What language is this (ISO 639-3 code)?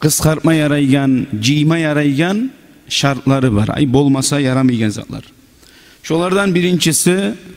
kum